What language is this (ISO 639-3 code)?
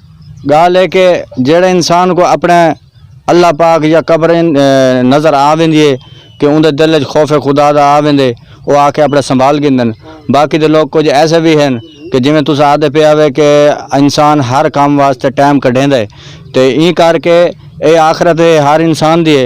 skr